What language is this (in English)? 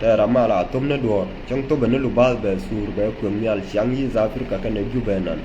Nuer